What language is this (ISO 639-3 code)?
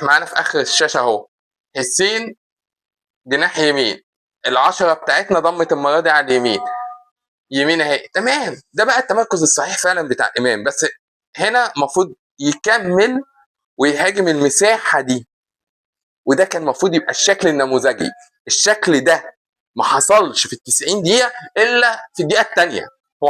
arz